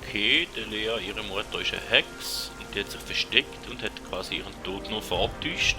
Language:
Swiss German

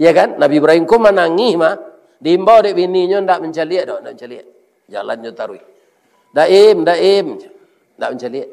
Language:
Minangkabau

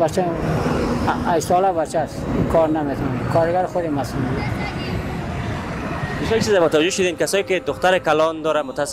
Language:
Persian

